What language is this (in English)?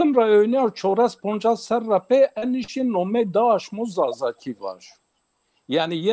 Zaza